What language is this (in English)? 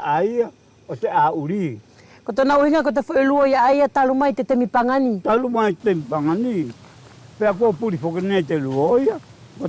Wallisian